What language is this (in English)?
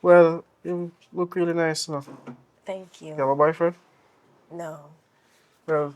Jamaican Creole English